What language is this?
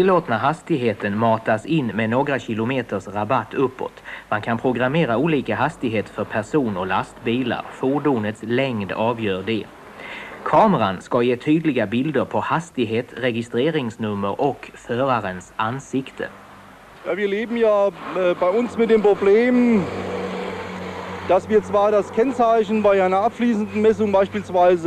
Swedish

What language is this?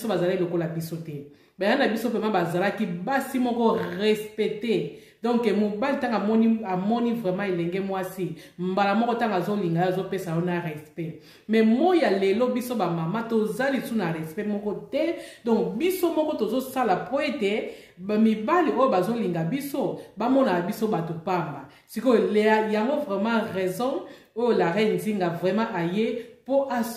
Lingala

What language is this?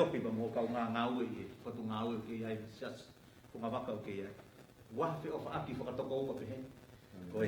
Tongan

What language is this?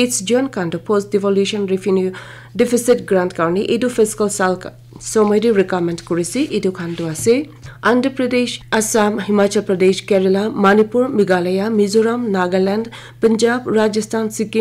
Naga Pidgin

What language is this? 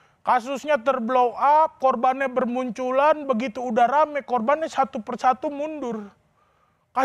Indonesian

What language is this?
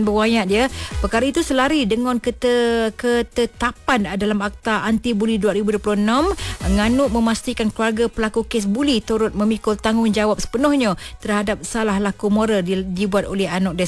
Malay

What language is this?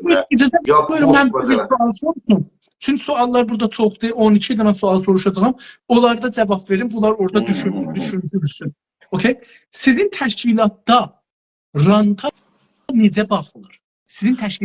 South Azerbaijani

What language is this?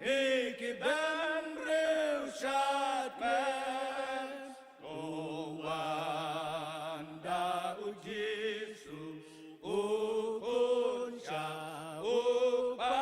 Khasi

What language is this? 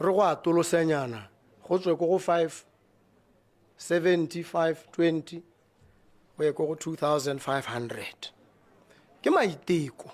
Tswana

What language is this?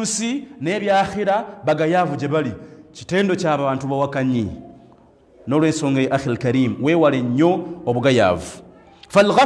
Ganda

